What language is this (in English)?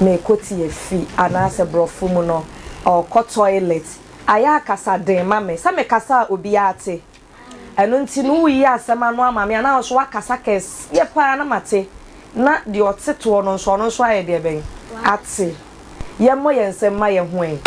Akan